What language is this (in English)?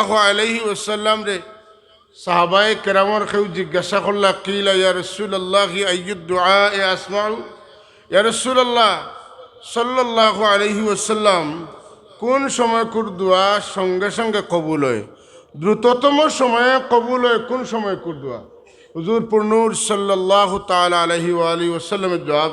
Sylheti